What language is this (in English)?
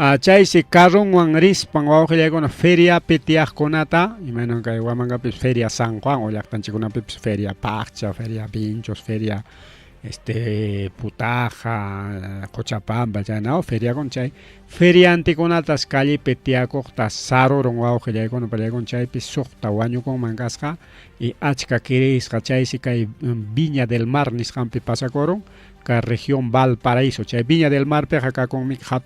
Ayacucho Quechua